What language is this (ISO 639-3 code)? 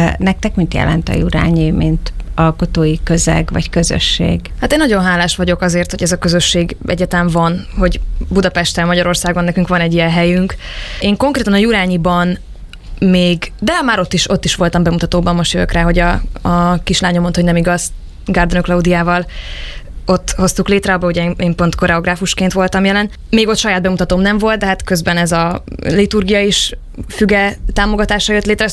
hun